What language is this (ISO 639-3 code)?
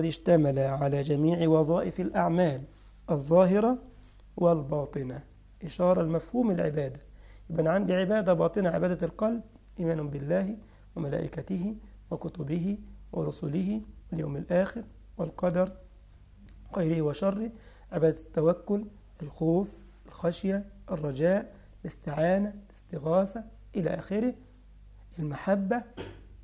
ara